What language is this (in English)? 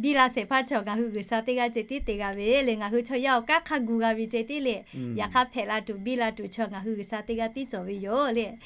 Lahu